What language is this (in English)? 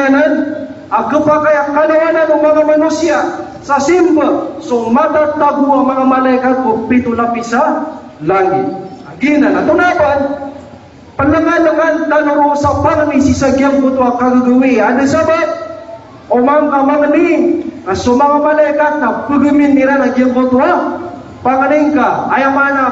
Maranao